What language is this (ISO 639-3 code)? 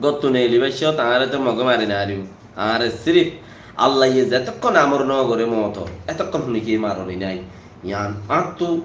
rhg